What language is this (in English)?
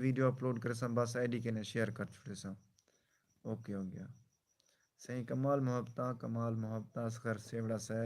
Saraiki